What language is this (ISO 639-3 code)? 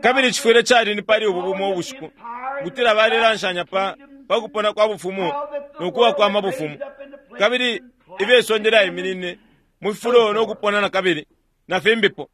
bem